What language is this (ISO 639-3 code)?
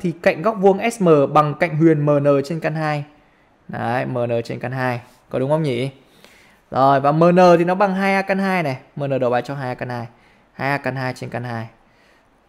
vie